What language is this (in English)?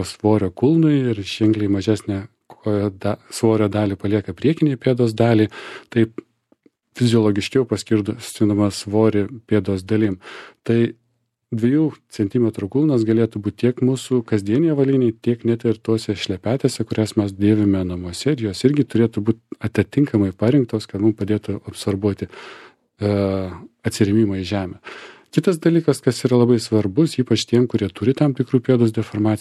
Lithuanian